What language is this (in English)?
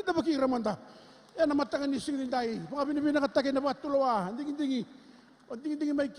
Fijian